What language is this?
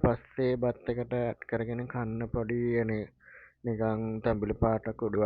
Sinhala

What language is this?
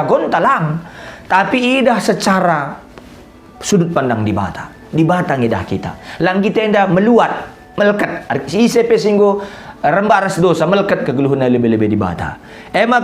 Batak Karo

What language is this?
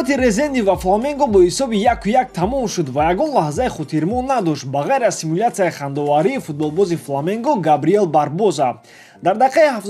Tajik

